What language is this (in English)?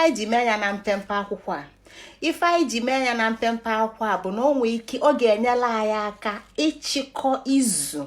Igbo